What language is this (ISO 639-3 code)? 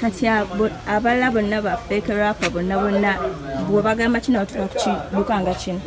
lug